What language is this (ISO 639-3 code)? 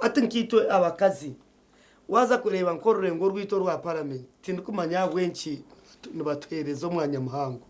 nyn